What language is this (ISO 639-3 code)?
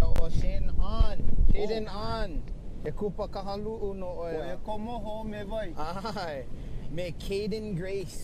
haw